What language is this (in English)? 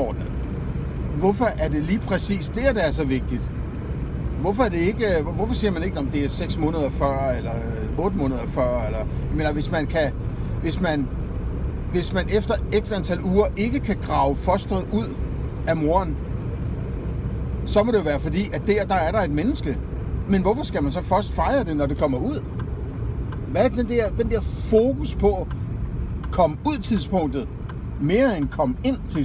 Danish